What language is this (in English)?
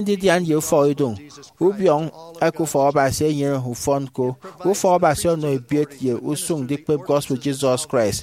Efik